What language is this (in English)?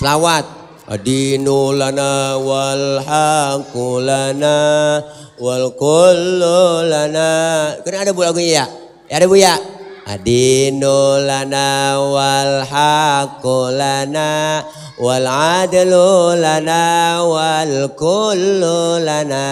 Betawi